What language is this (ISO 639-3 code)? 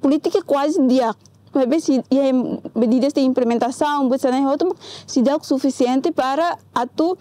tet